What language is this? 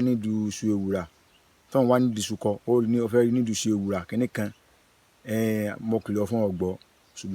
Yoruba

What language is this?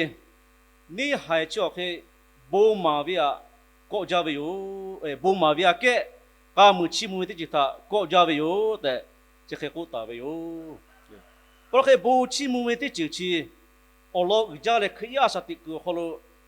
Lahu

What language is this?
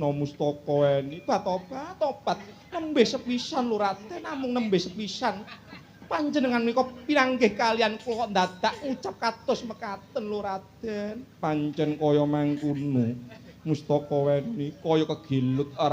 Javanese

